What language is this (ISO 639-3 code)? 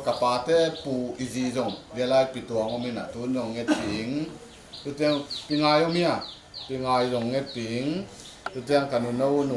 ctd